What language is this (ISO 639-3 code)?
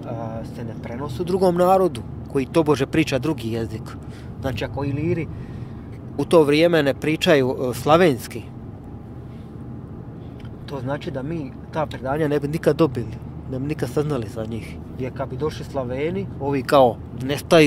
hrv